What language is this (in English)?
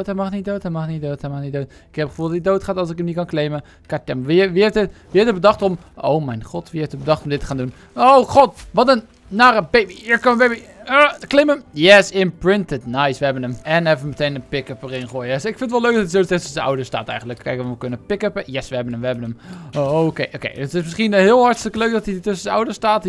Dutch